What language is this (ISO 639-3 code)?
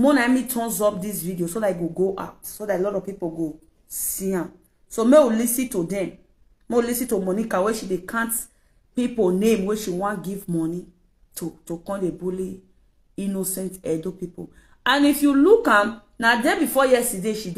pcm